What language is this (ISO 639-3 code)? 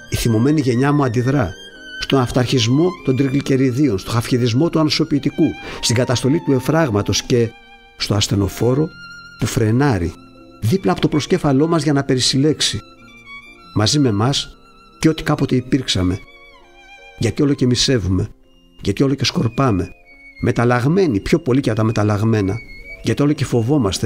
ell